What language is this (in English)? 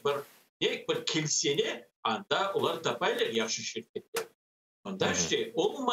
Crimean Tatar